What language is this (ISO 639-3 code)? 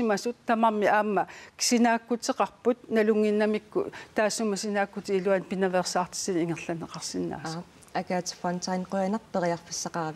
kal